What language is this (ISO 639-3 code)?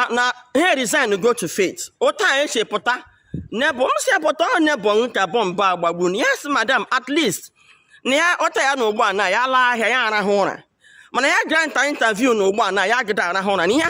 ibo